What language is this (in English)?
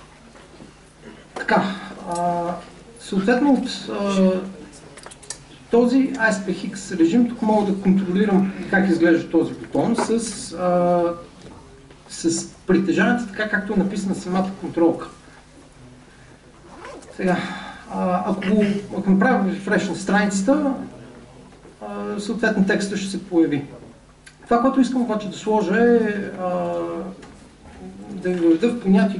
Bulgarian